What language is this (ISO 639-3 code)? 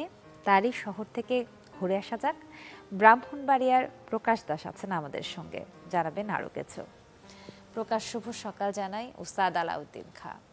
ben